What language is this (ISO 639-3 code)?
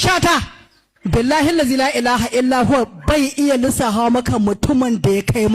hau